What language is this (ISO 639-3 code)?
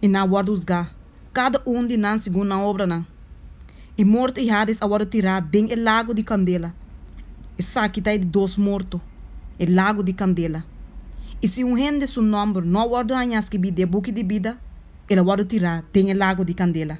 pap